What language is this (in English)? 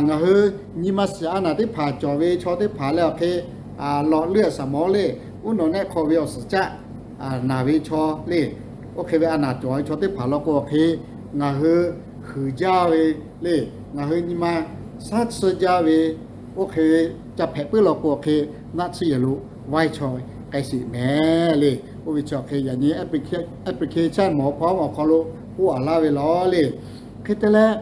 Lahu